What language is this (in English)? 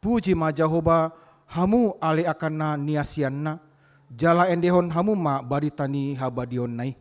Batak Toba